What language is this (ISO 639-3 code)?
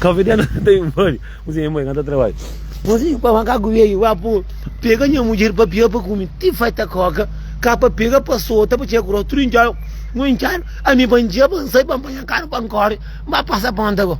kea